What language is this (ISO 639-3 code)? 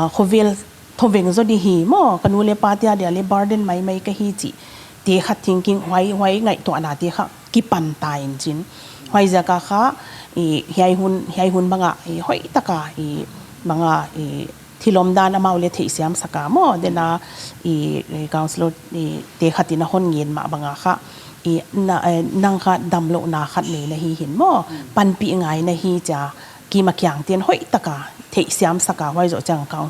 pck